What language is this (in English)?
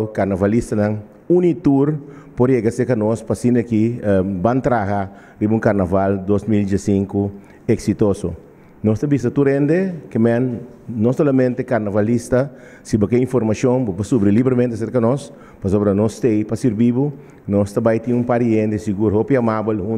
Papiamento